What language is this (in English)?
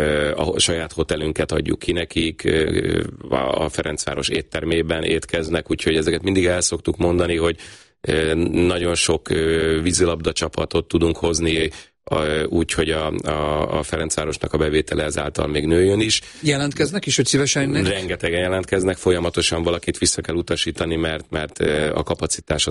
Hungarian